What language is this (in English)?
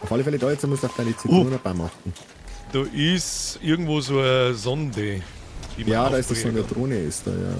Bavarian